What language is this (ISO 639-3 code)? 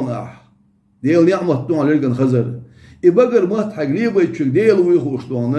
che